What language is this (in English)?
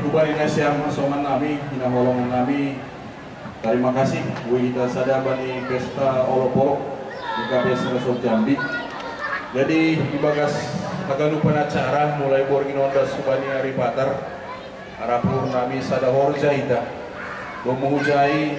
Batak Simalungun